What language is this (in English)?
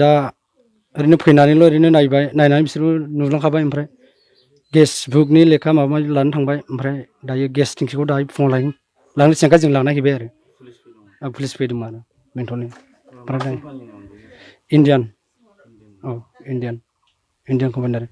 Bodo